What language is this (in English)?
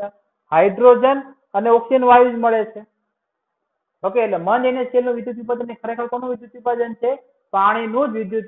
Gujarati